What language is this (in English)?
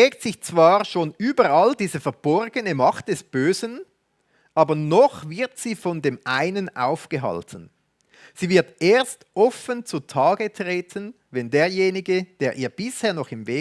Swiss German